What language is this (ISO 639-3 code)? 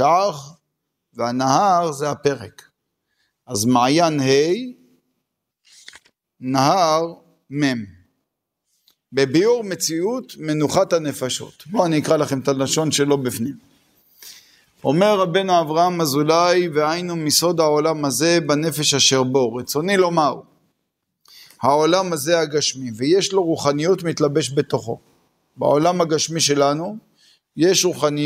heb